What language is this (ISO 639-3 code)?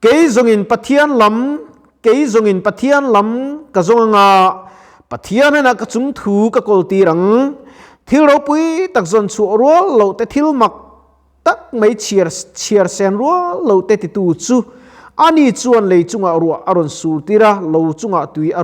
lus